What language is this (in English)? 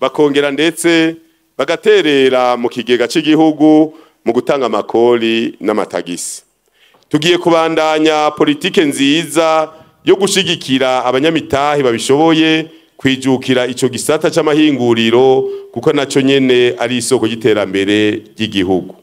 Rundi